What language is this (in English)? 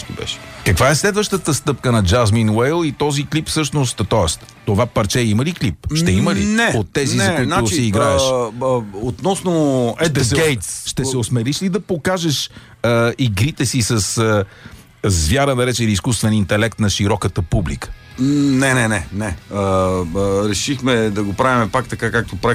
Bulgarian